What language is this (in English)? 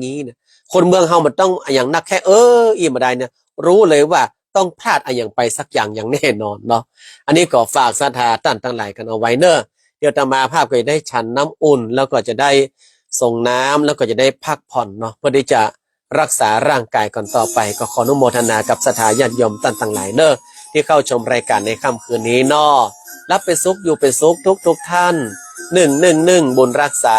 Northern Thai